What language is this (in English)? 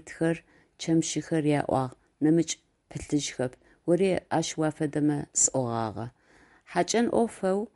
Adyghe